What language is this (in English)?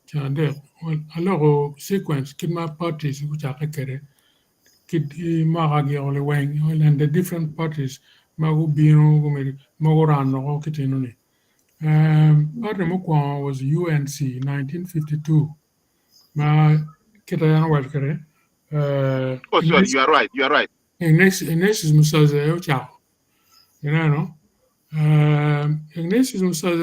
Acoli